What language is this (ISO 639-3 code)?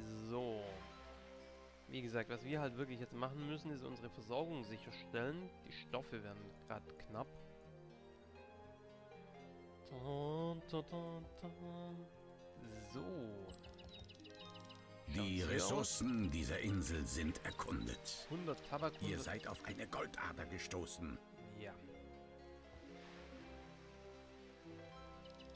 deu